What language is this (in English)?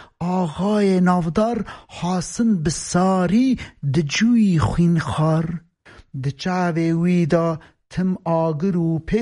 Kurdish